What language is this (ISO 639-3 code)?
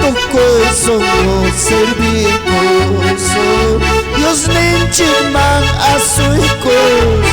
quy